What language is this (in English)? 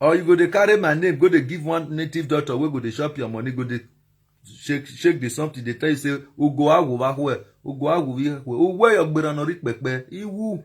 Nigerian Pidgin